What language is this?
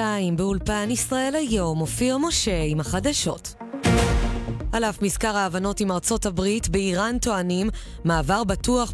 Hebrew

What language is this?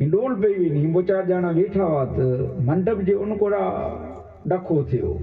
Kachhi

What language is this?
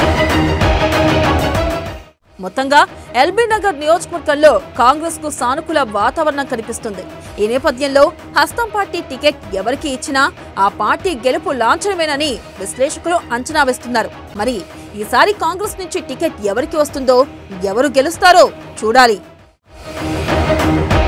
Telugu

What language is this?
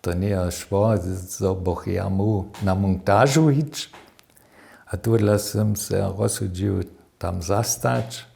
Upper Sorbian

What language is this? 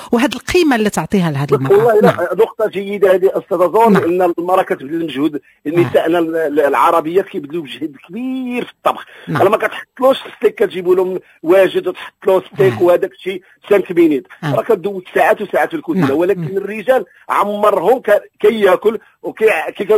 Moroccan Arabic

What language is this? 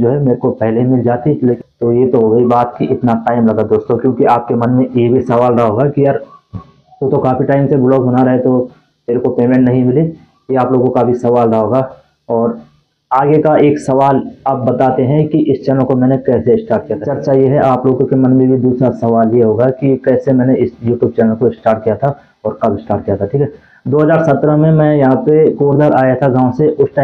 Hindi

